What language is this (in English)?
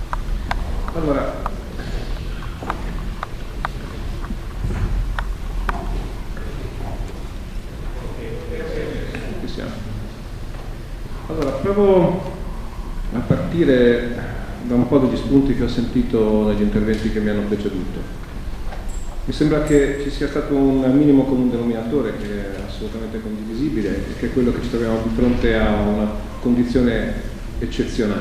Italian